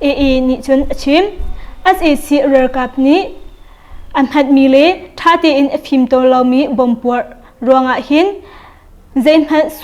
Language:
Hakha Chin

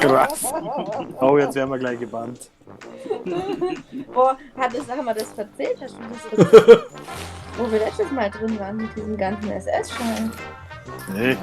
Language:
Bavarian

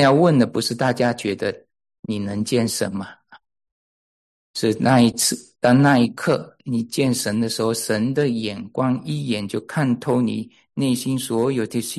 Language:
Chinese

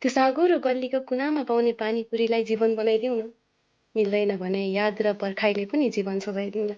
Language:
Nepali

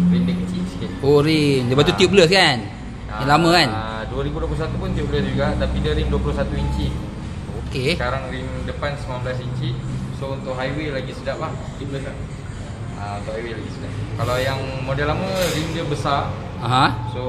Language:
Malay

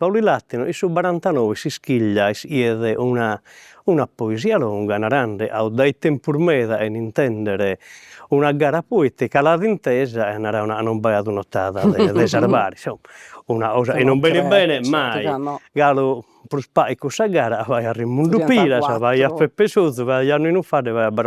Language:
Sardinian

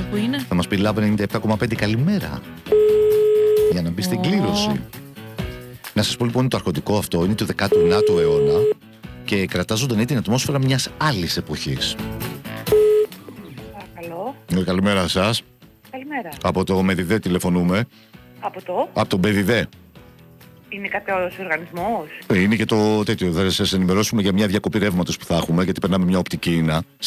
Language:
Greek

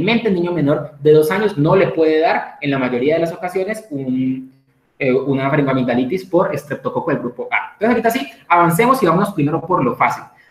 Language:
Spanish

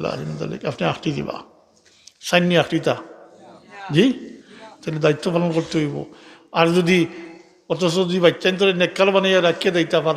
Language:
Sylheti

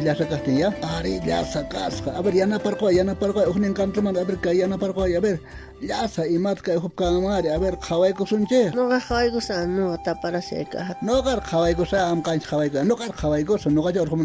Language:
South Bolivian Quechua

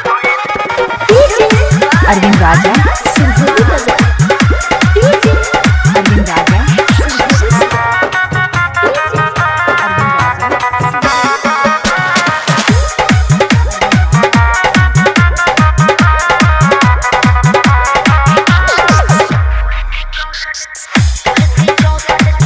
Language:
Bhojpuri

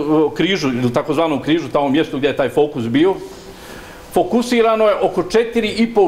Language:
Bosnian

